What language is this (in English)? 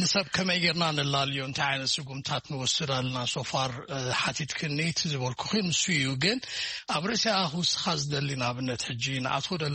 Tigrinya